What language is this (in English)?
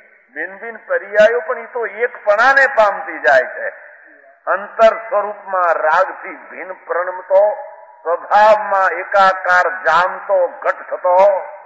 Gujarati